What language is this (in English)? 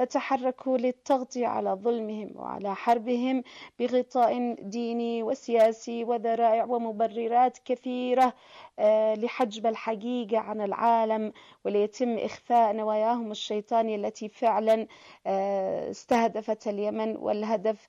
Arabic